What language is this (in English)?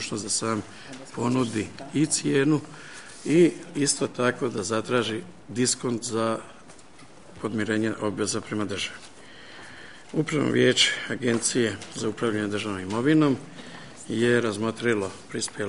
Croatian